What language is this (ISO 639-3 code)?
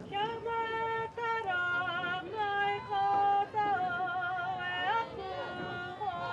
mri